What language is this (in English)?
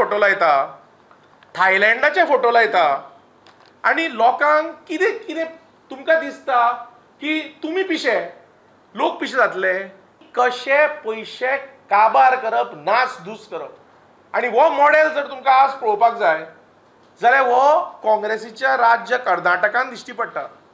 Konkani